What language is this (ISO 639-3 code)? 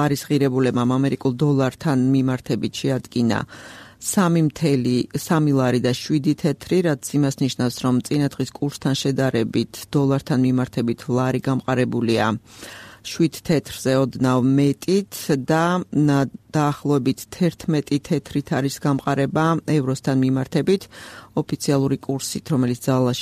kat